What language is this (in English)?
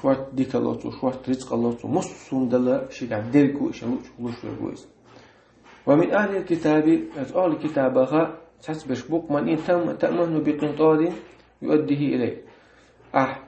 Chechen